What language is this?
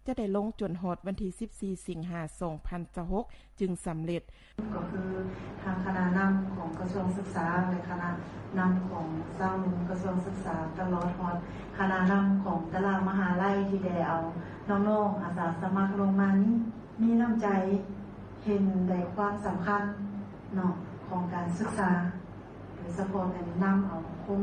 Lao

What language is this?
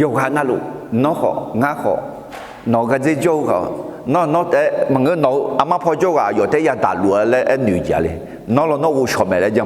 Akha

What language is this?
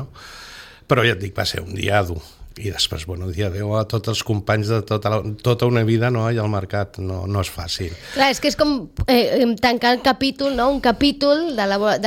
Catalan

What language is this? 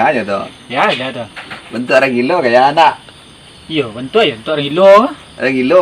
Minangkabau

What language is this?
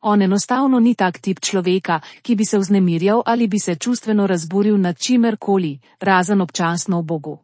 Slovenian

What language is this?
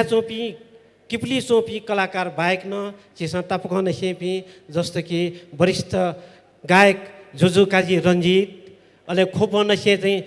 Newari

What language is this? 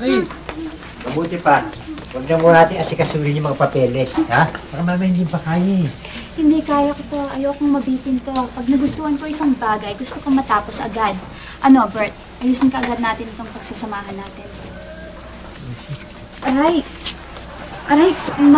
Filipino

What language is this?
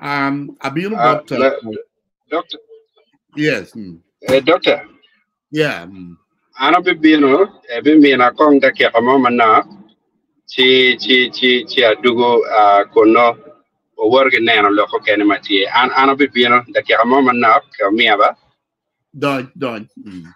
Acoli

